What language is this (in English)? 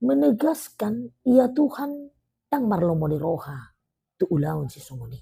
Batak Toba